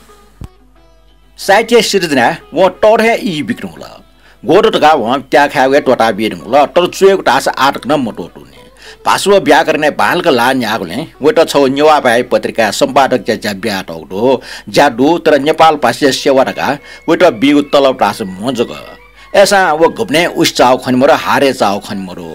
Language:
Newari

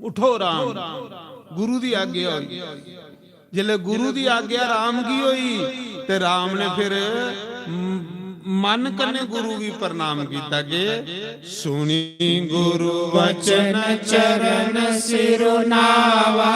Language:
Dogri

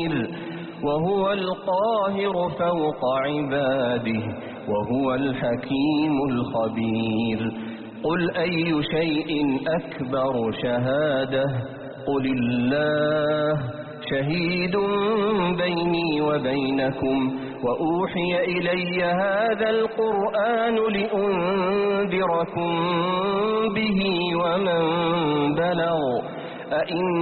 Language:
Arabic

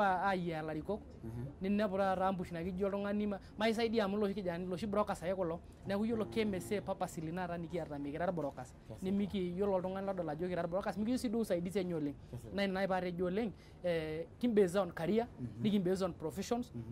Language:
Masai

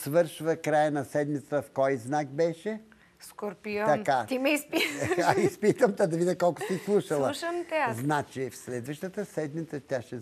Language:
Bulgarian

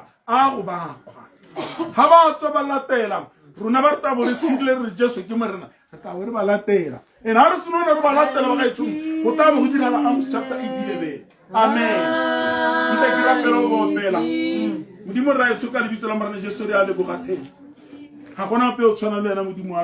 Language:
Tswana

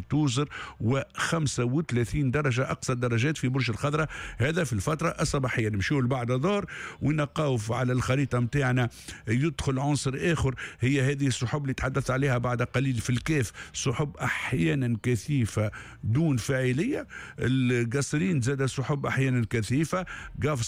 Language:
Tunisian Arabic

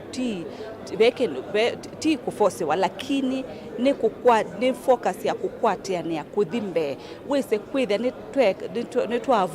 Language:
Kamba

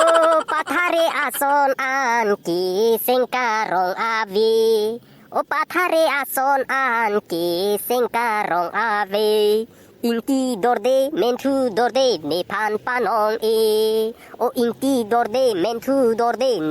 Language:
Karbi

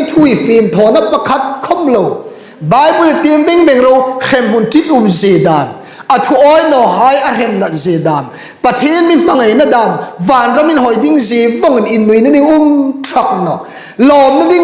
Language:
Hmar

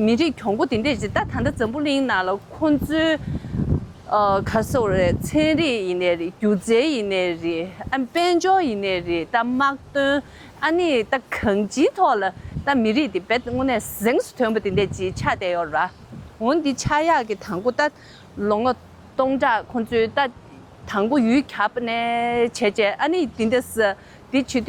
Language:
Tibetan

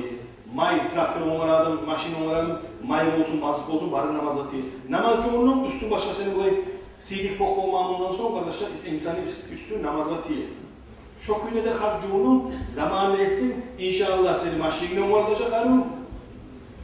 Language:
Kumyk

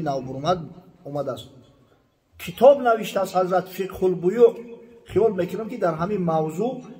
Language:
Tajik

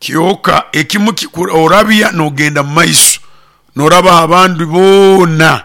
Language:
Nyoro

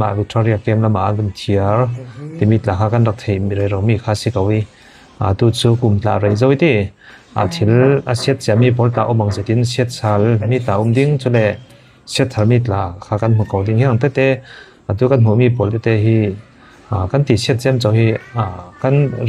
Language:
Falam Chin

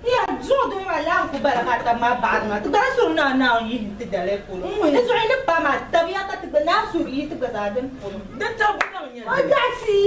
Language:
Dagbani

